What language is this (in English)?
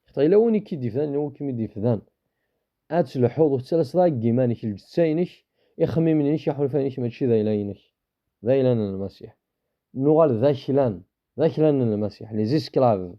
Kabyle